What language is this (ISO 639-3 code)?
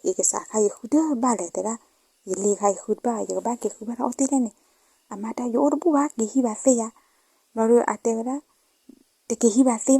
ksw